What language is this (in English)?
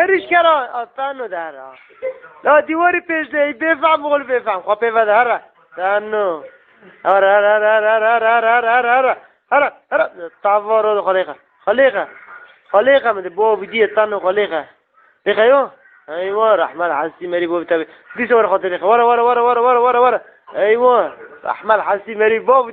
Kurdish